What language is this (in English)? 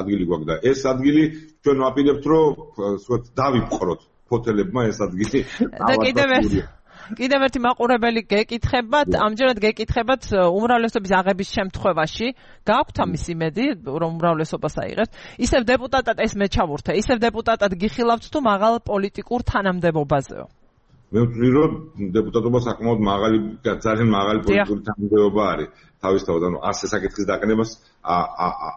Georgian